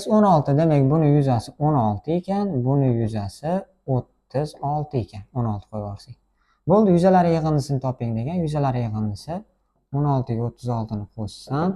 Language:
Uzbek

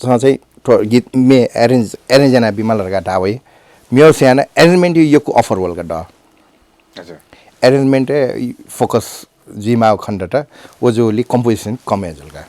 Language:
Newari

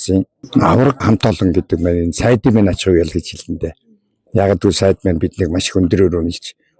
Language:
Mongolian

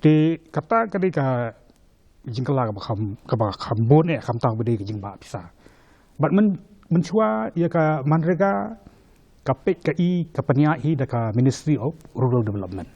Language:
Khasi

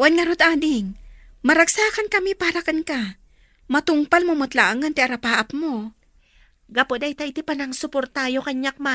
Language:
Iloko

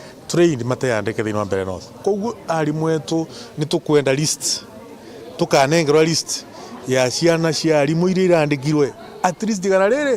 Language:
Meru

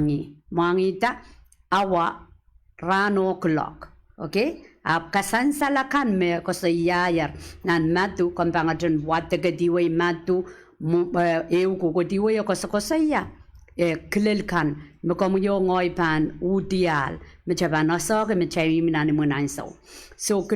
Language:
Pohnpeian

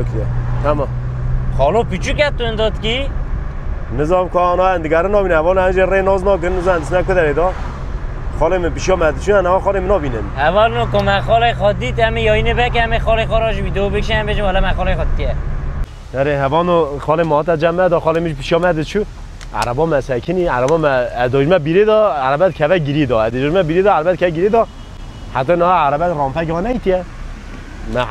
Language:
Kurdish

